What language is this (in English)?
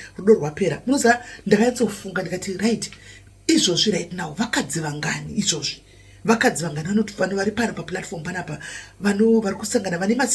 Shona